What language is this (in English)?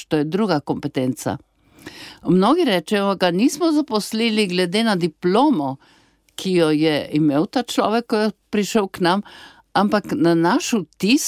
Slovenian